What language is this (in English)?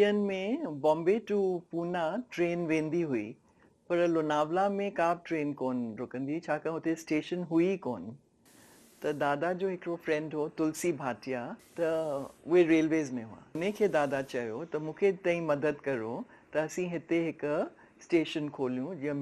Sindhi